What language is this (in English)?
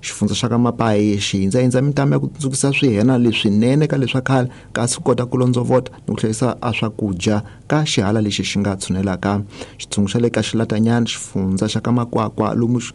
Tsonga